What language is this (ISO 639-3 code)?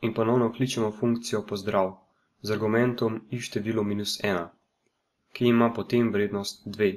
slv